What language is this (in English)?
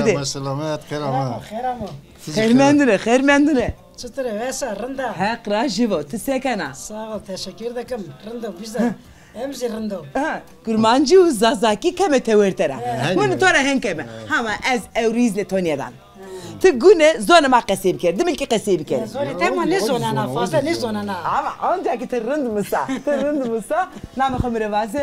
Zaza